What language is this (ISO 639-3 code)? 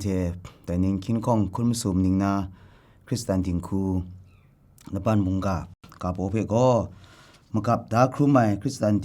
kac